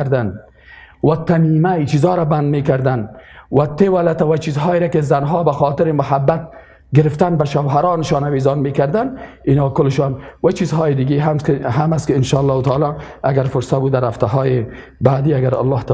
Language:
Persian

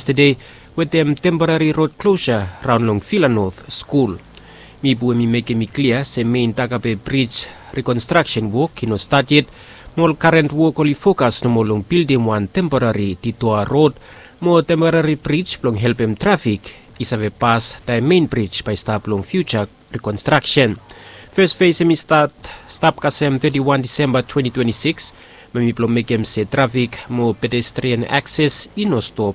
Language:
Bislama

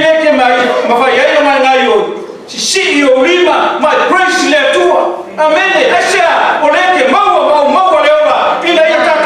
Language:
Samoan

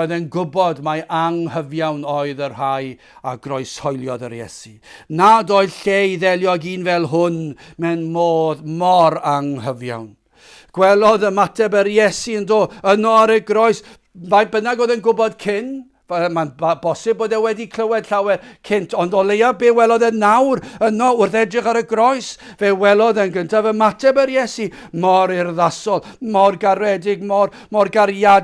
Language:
Welsh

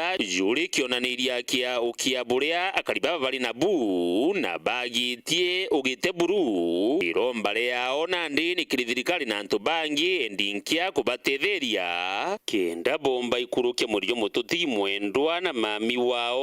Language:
Meru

